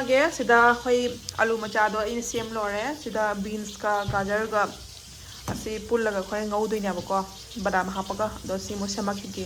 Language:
Manipuri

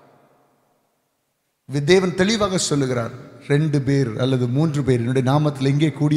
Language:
Tamil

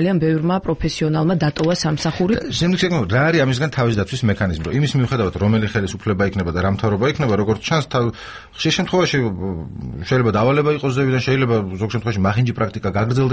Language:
Georgian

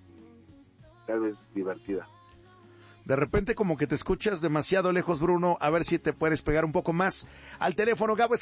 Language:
Spanish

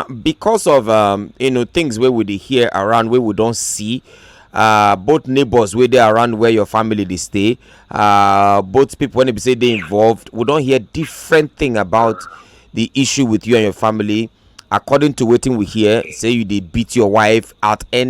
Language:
Nigerian Pidgin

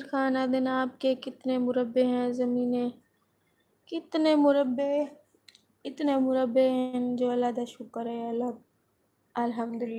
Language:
Saraiki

